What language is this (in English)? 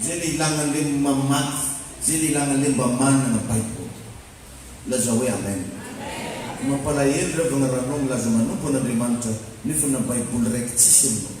Malagasy